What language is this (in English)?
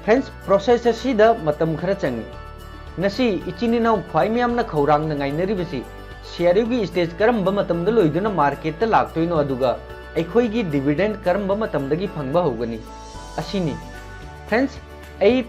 Manipuri